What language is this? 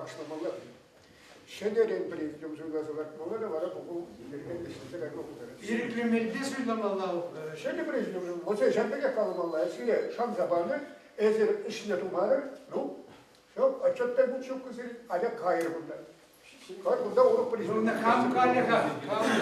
Chuvash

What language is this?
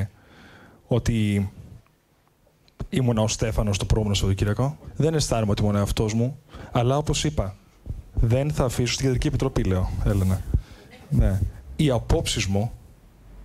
Greek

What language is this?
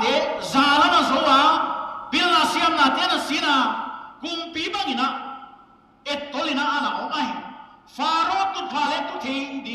Paite Chin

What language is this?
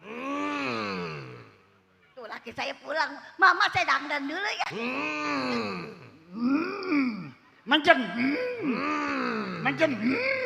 Betawi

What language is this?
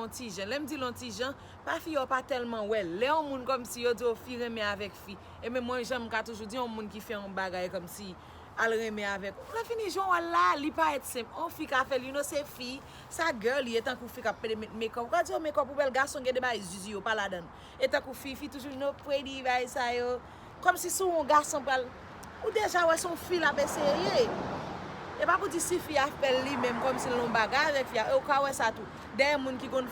Haitian Creole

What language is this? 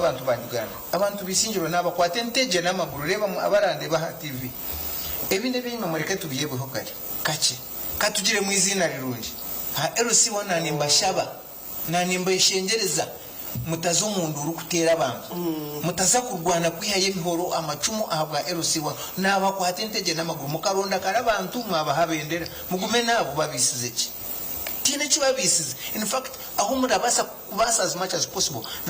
Nyankole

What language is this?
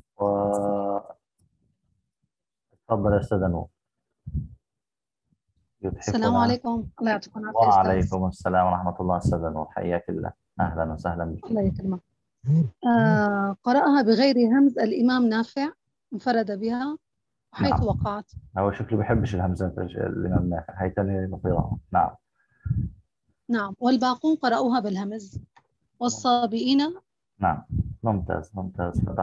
Arabic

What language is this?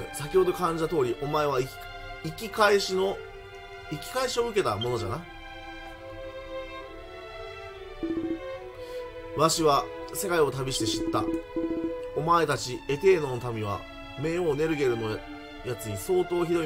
Japanese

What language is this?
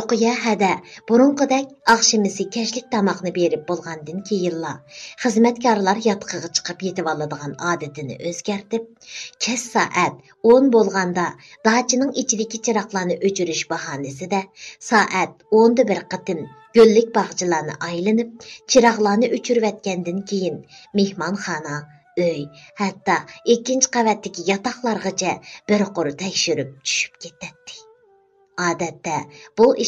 Uyghur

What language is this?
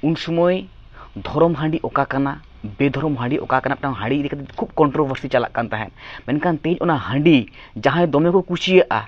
Santali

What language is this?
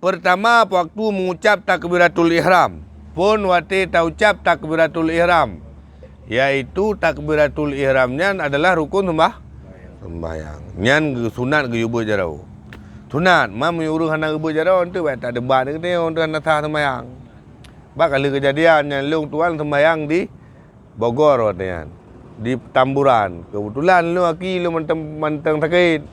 Achinese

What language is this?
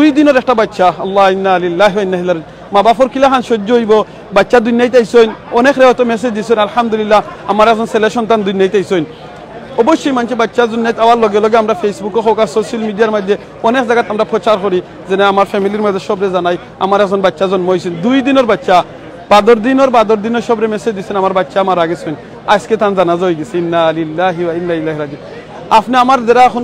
Sylheti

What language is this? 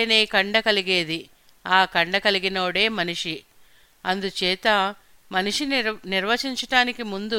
Telugu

